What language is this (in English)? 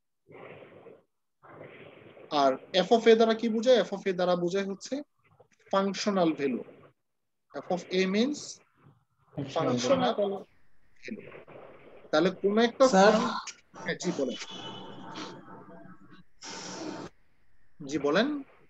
Bangla